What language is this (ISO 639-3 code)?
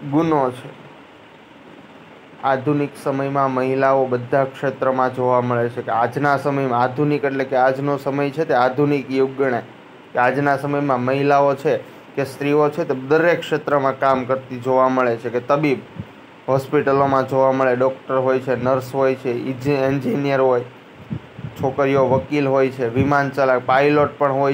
guj